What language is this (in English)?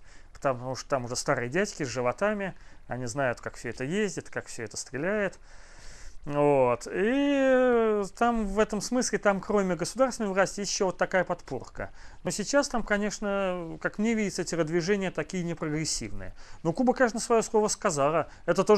Russian